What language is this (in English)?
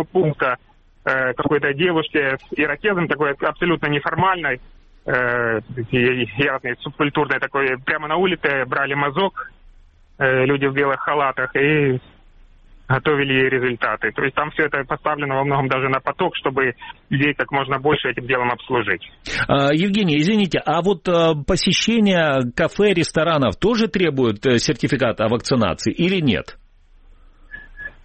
Russian